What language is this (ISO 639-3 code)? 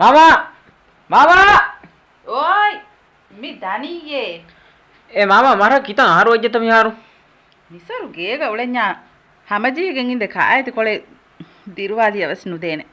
div